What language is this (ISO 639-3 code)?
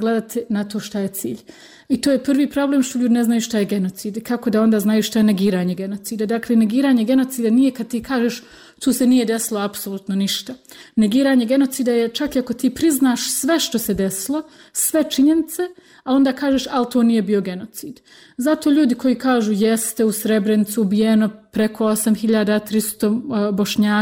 bos